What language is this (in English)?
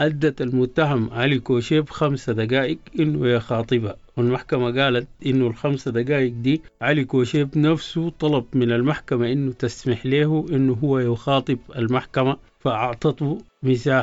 Sudanese Arabic